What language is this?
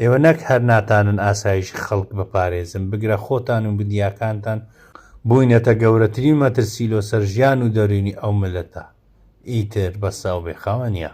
Central Kurdish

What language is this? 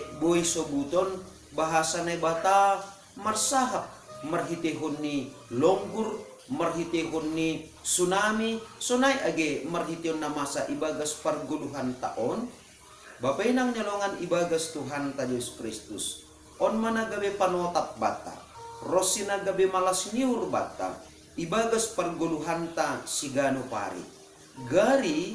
Batak Simalungun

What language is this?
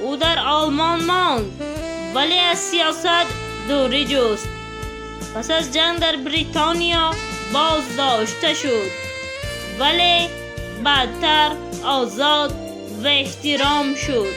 Tajik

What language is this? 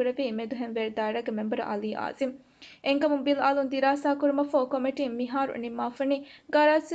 Divehi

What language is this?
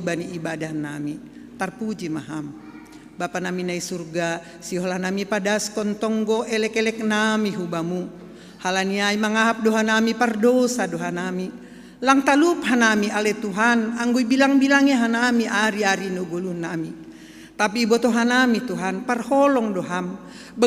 Batak Simalungun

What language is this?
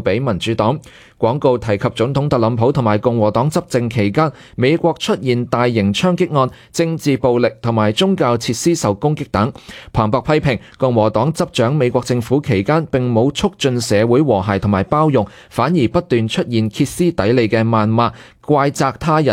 Cantonese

